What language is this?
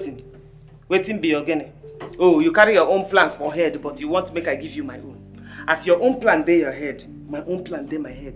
Nigerian Pidgin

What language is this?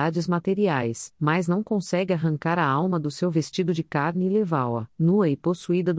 Portuguese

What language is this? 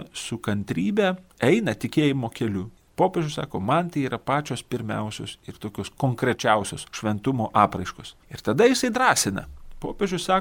Lithuanian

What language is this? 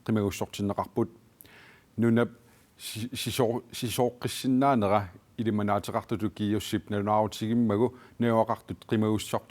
Kalaallisut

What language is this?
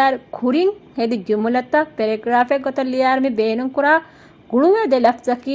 Divehi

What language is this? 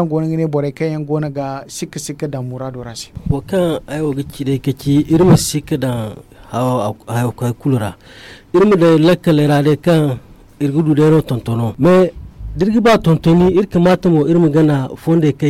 Zarma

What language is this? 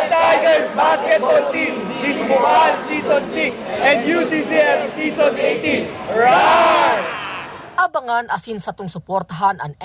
Bikol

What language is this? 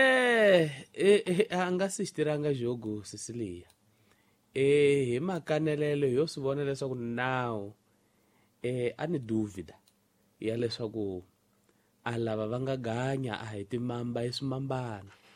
Tsonga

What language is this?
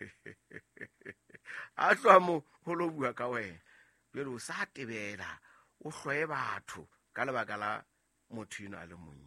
Southern Sotho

